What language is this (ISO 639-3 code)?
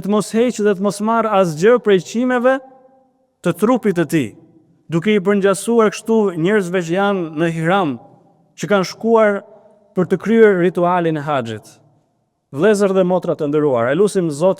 sqi